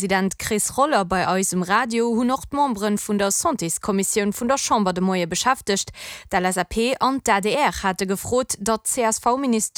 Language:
Luxembourgish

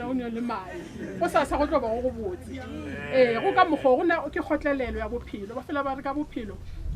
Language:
Northern Sotho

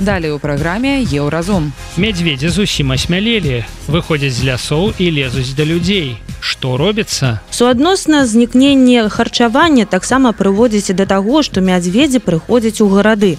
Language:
Belarusian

